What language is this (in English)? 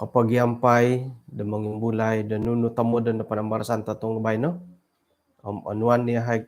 Central Dusun